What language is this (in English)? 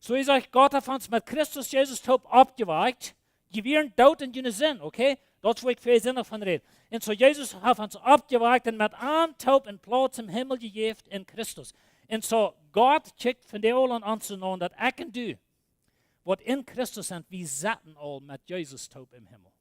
Plautdietsch